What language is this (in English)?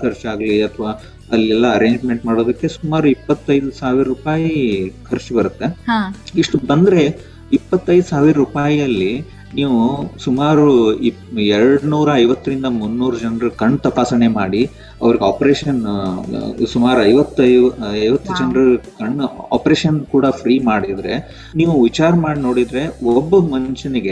Kannada